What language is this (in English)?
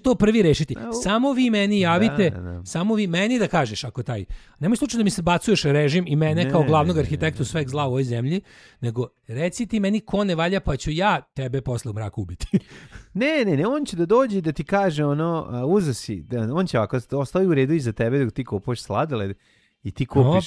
Serbian